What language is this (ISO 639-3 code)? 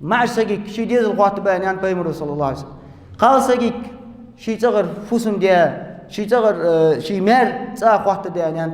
inh